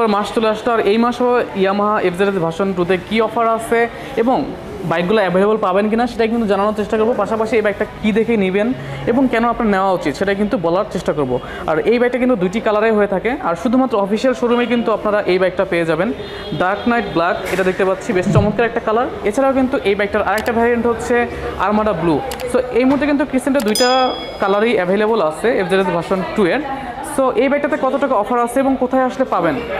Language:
Bangla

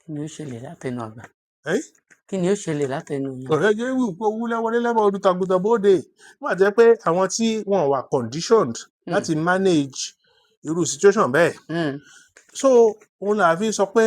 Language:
Yoruba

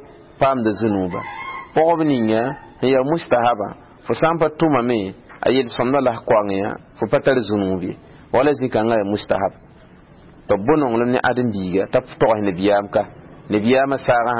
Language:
Mossi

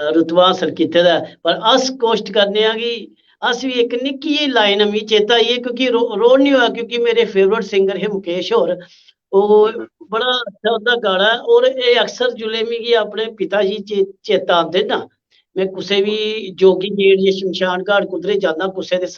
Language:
Dogri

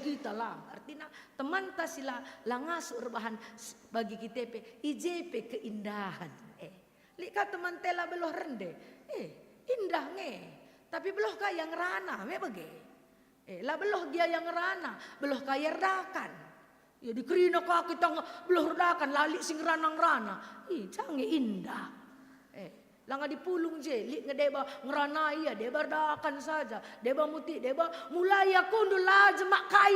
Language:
Batak Karo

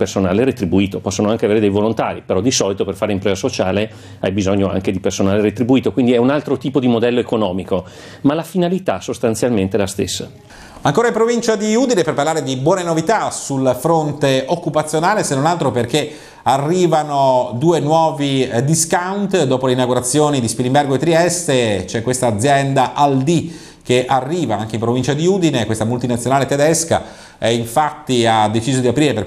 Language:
Italian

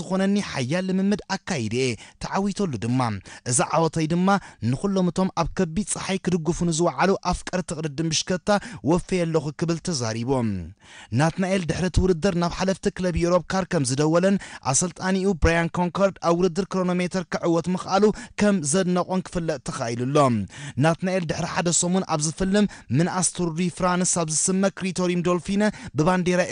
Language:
Tigrinya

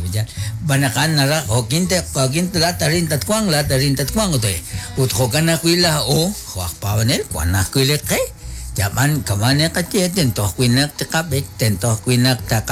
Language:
Kekchí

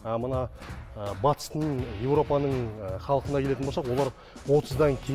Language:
Kazakh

